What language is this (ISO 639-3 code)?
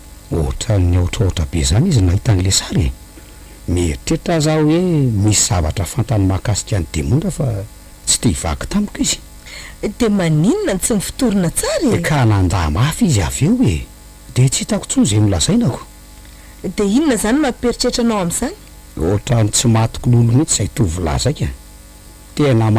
mlg